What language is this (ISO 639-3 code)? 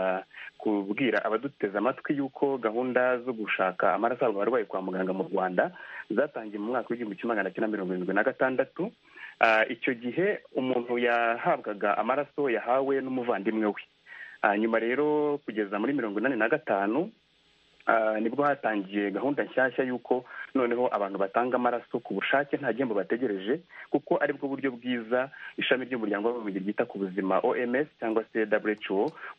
kin